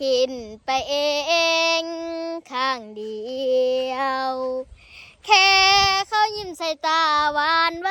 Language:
Lao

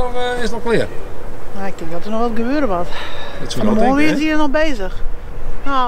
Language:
Western Frisian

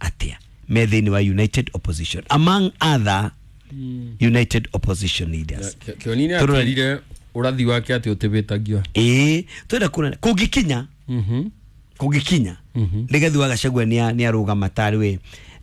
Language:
Kikuyu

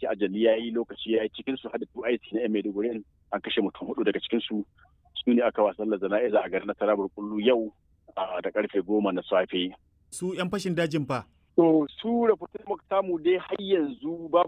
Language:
Hausa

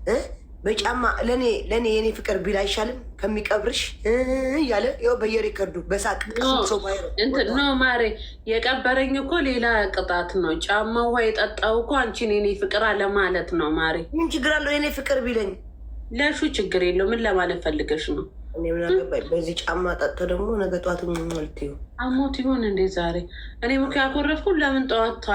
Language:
Amharic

